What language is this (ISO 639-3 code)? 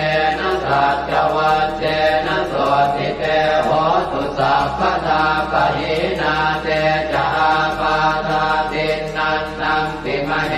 pli